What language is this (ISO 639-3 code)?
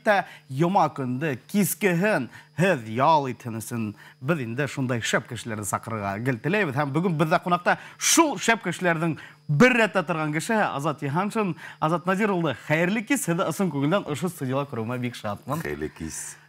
bak